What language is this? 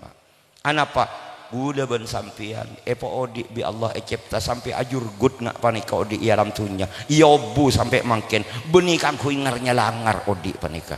Madurese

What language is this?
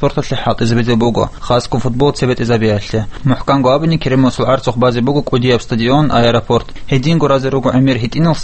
Avaric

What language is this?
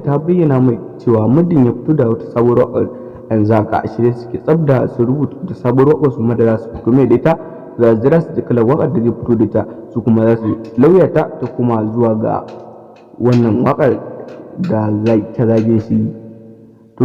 Hausa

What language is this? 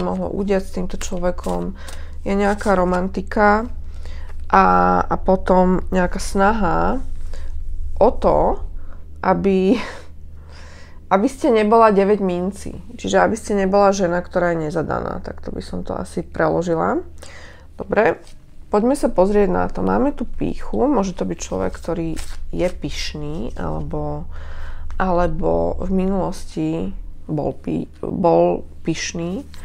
Slovak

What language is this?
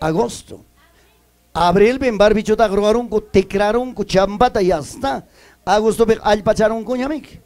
Ayacucho Quechua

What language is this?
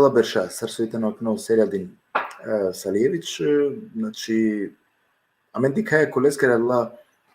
Balkan Romani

